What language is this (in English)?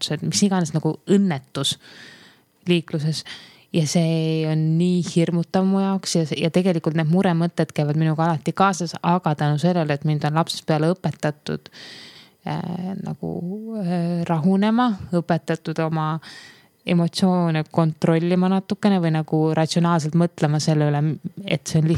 Estonian